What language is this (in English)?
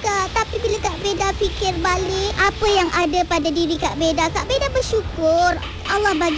Malay